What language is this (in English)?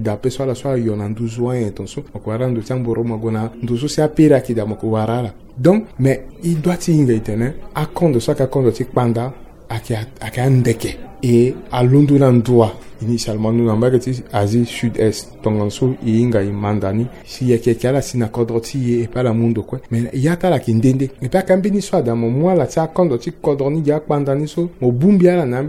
Sango